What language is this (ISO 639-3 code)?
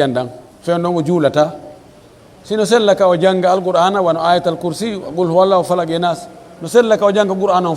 fuf